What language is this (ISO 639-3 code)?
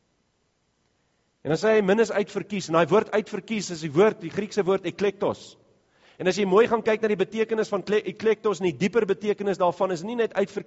afr